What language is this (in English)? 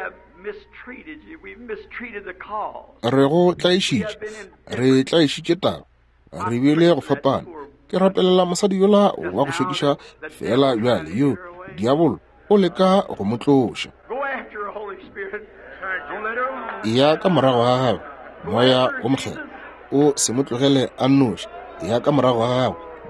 Northern Sotho